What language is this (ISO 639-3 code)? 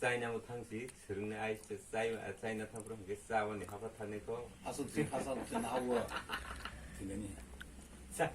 trp